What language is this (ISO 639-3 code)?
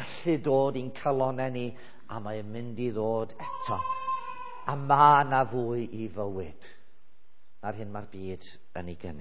cym